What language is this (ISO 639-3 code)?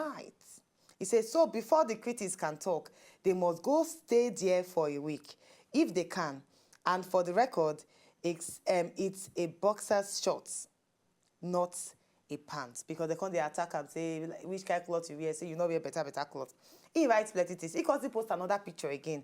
pcm